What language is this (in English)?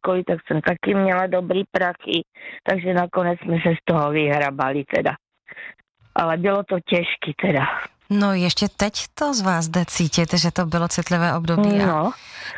Czech